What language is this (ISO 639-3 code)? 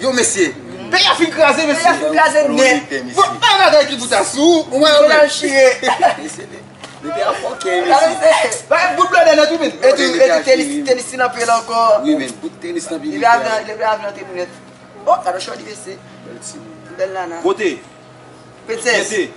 hat